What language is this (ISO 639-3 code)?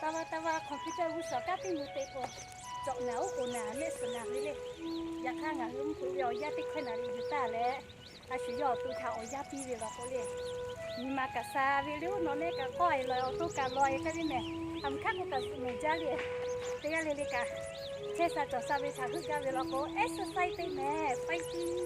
lhu